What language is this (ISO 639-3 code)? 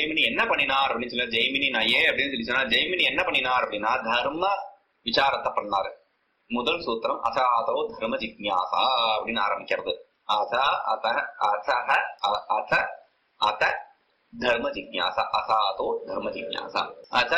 tam